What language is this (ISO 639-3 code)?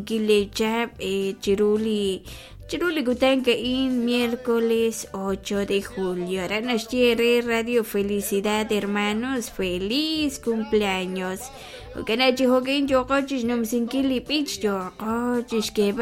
kek